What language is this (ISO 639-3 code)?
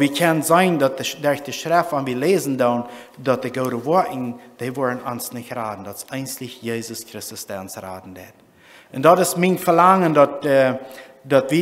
pdt